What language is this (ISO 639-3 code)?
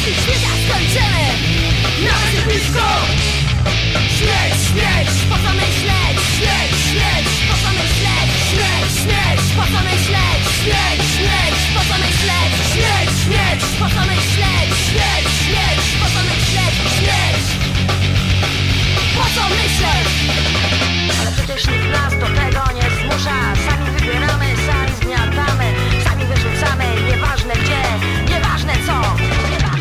pol